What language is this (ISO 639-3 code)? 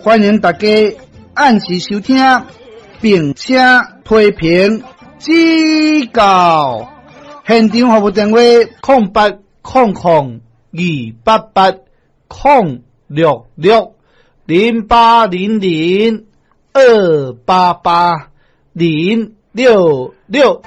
nan